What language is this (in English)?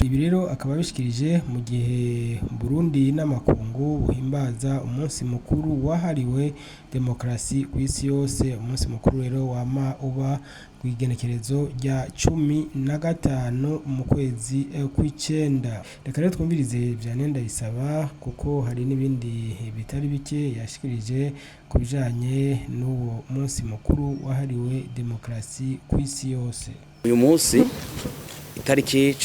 Rundi